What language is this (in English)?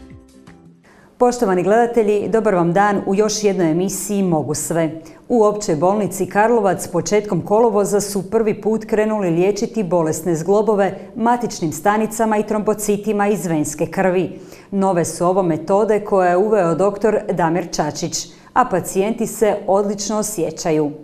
Croatian